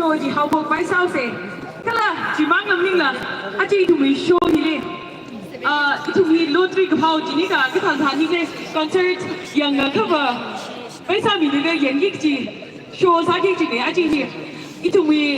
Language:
Tangkhul Naga (India)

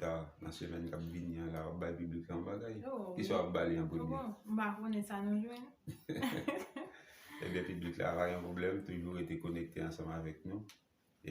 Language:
Haitian Creole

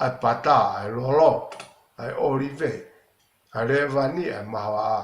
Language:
Tongan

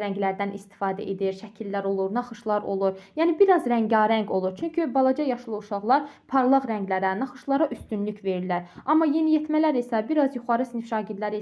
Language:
Azerbaijani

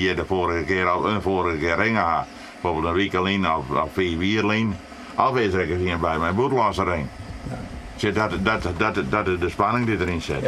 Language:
Western Frisian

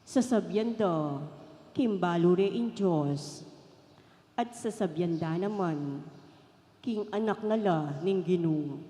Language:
Pampanga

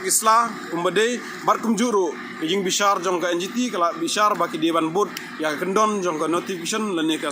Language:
Khasi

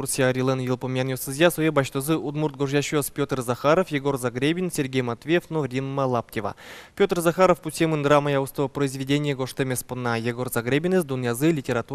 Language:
Udmurt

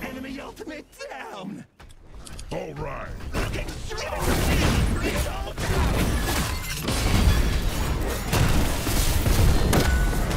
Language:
English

